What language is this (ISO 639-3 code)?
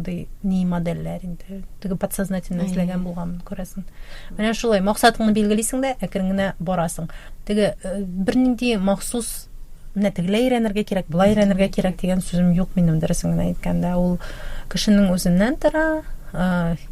tat